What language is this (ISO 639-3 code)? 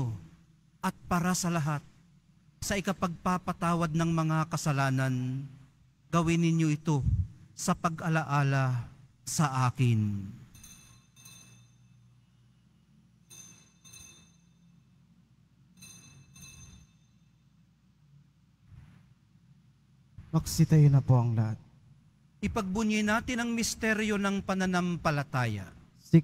fil